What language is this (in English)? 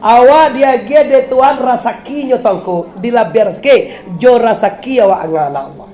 Minangkabau